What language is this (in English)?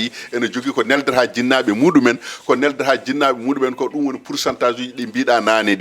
Fula